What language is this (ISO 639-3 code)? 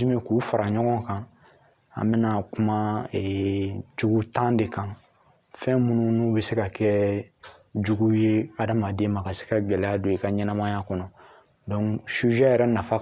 bam